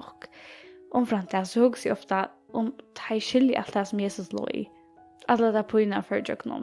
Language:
Faroese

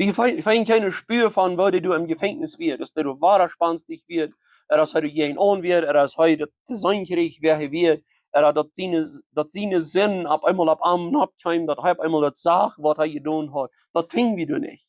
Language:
Plautdietsch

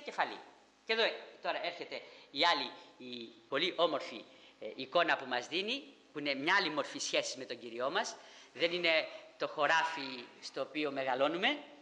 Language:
Greek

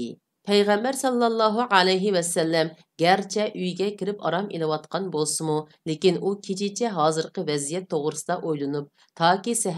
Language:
Uyghur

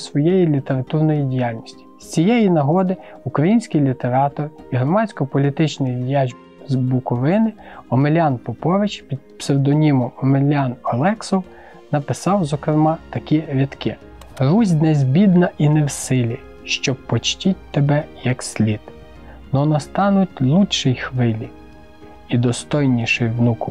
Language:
Ukrainian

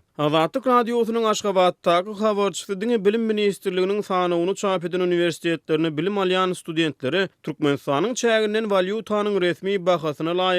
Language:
Turkmen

